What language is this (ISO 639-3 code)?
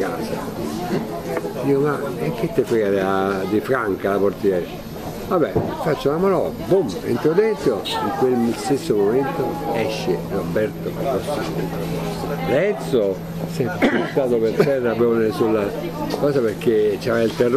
ita